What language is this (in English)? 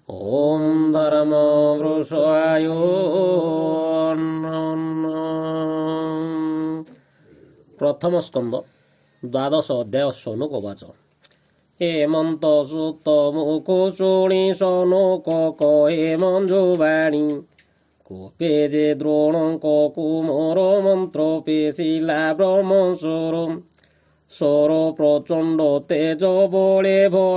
Odia